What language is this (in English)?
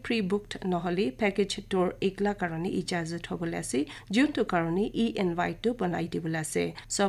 Naga Pidgin